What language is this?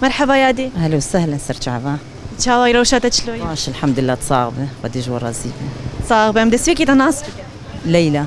Kurdish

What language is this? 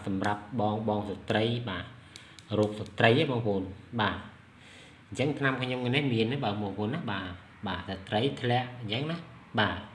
Khmer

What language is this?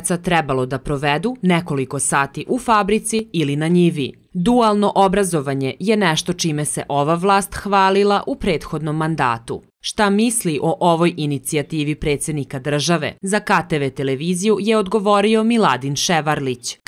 Serbian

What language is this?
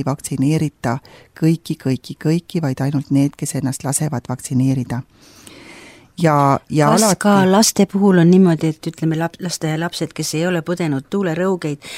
Estonian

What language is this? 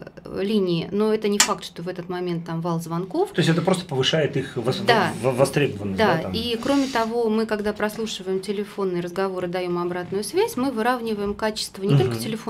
Russian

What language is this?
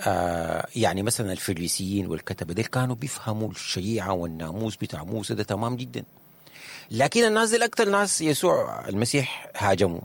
Sudanese Arabic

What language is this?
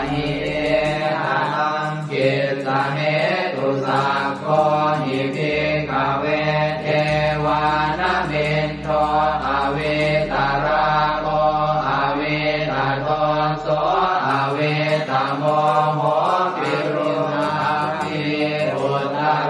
Pali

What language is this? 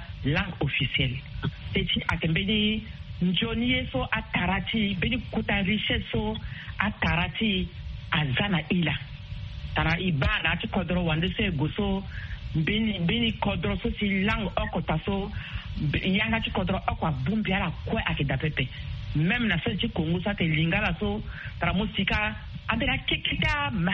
Sango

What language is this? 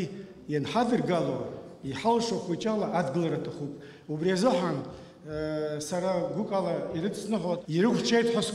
Abkhazian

